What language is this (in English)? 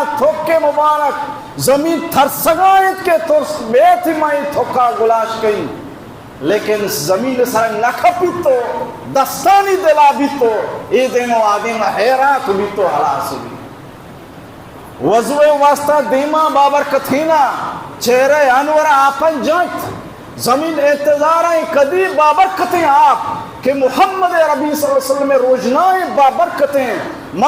Baluchi